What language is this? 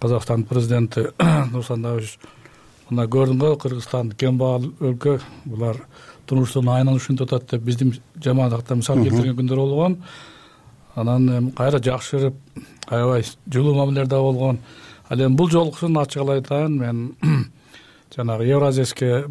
Kyrgyz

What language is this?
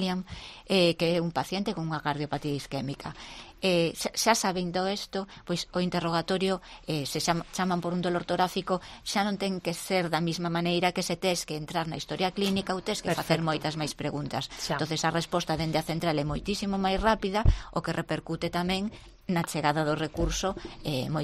Galician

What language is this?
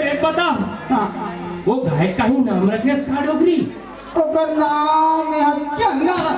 Chhattisgarhi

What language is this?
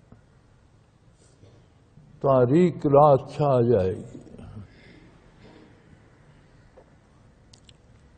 Urdu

